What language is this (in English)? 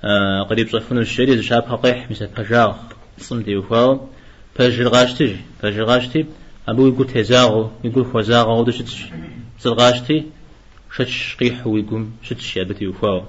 Kabardian